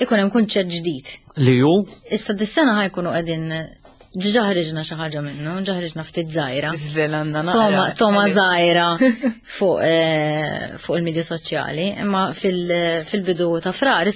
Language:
Maltese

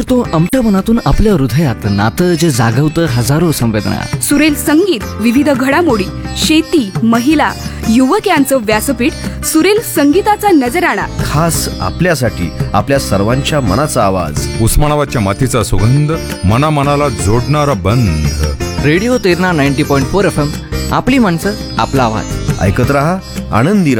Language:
Marathi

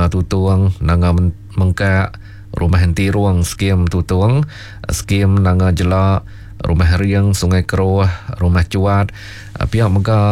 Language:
Iban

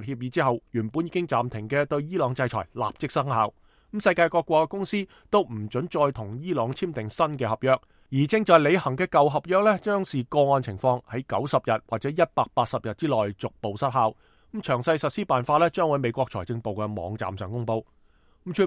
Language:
Cantonese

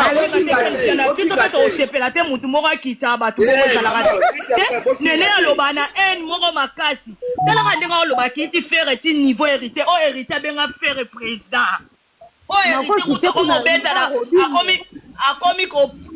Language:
Lingala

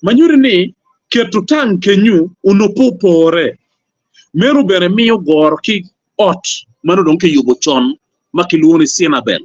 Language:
Acoli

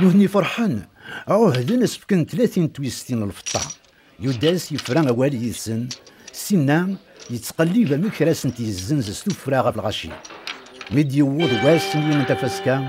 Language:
Kabyle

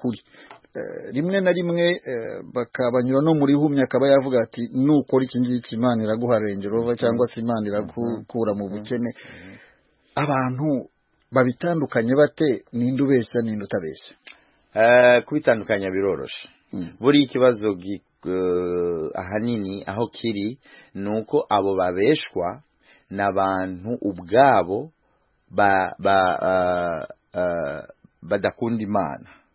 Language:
Kinyarwanda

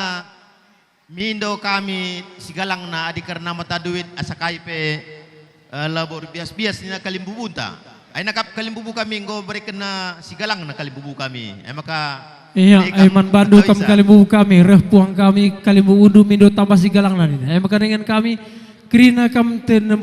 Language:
Batak Karo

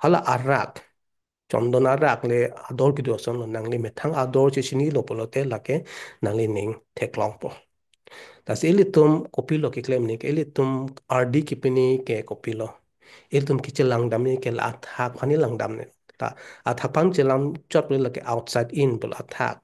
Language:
Karbi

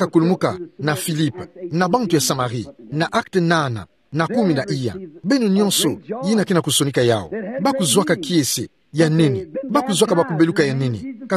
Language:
Kituba (Democratic Republic of Congo)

